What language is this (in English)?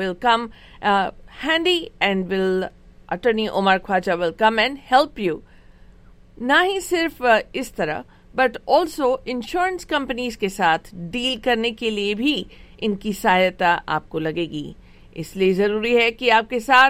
Hindi